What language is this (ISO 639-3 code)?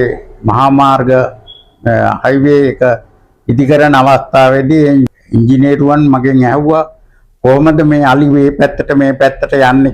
sin